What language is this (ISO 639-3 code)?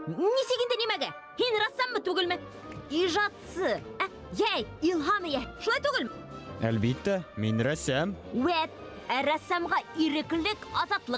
bak